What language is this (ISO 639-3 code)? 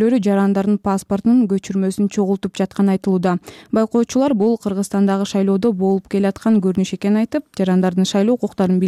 kir